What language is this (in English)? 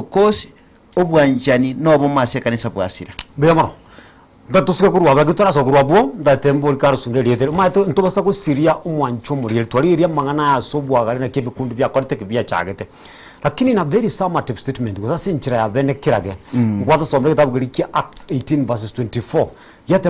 Gusii